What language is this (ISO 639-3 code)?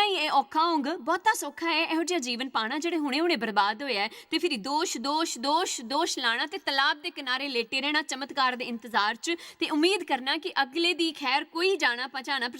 doi